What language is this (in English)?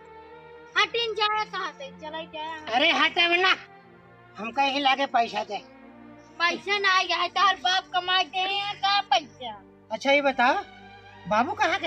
Awadhi